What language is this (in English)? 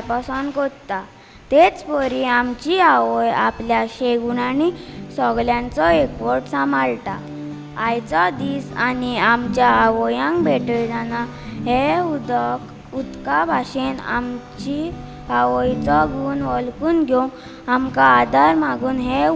Konkani